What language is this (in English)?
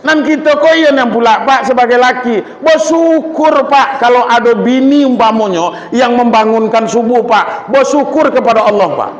Minangkabau